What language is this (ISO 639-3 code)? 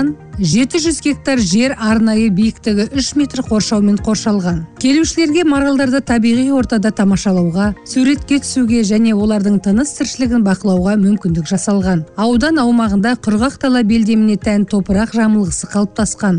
kaz